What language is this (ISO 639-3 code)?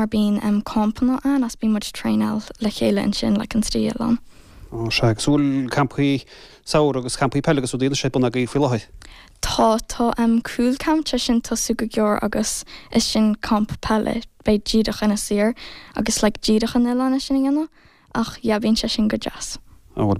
gle